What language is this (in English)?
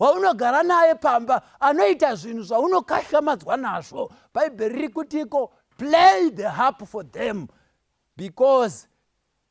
Shona